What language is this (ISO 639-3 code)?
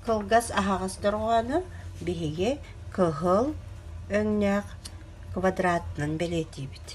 sah